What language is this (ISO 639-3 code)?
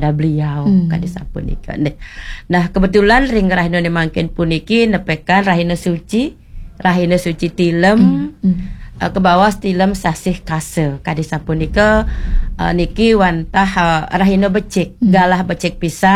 ban